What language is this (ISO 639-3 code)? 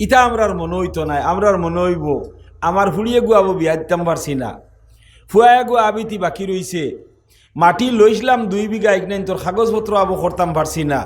syl